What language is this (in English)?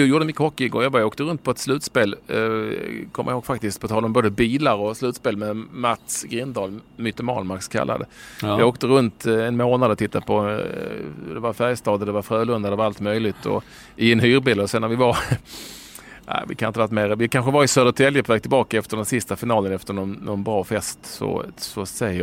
Swedish